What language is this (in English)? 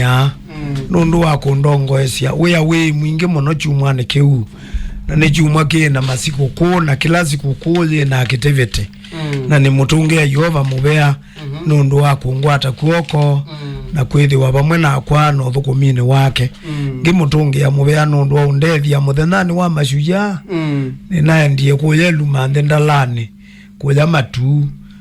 Kamba